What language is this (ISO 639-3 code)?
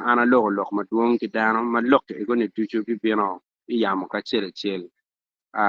ach